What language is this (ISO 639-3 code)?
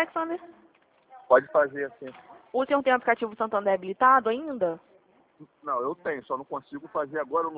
por